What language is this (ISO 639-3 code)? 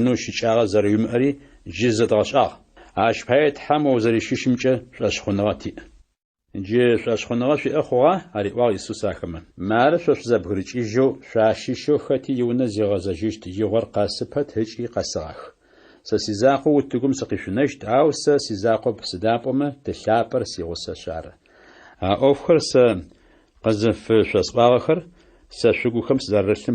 ady